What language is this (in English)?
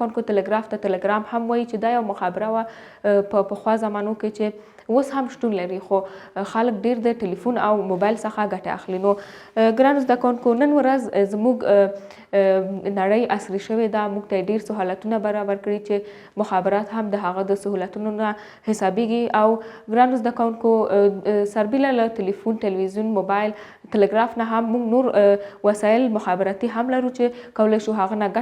Pashto